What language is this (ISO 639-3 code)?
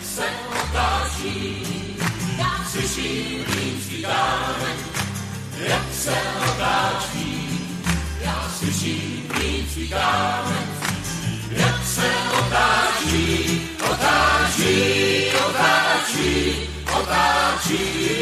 ces